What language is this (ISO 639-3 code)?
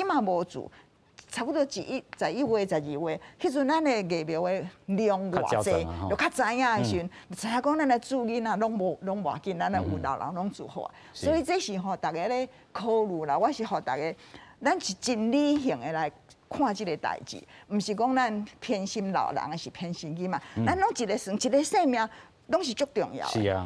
nan